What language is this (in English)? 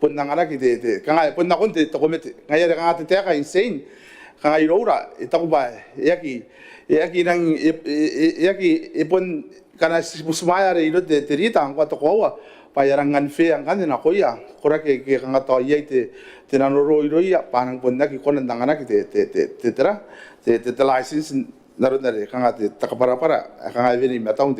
Gilbertese